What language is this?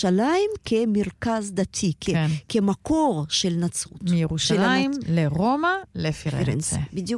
Hebrew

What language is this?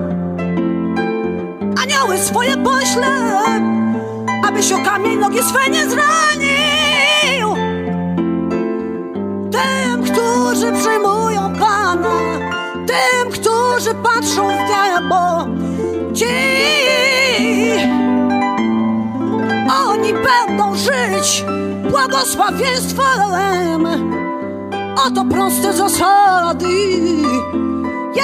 Polish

